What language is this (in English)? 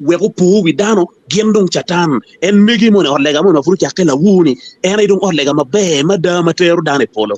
Acoli